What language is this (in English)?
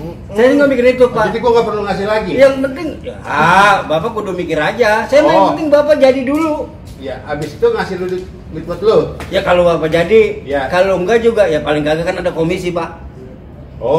Betawi